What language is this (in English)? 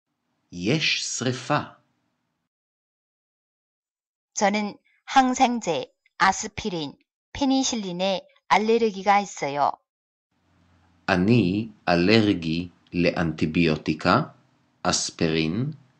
Hebrew